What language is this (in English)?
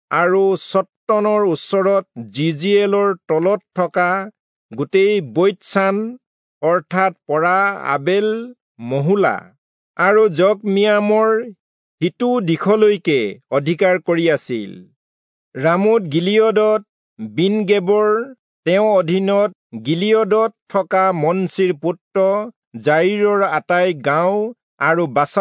Assamese